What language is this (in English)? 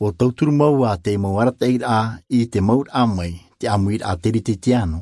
Tahitian